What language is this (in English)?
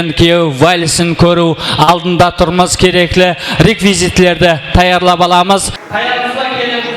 Kara-Kalpak